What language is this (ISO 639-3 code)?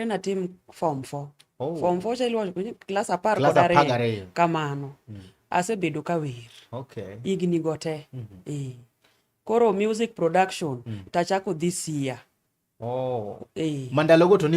luo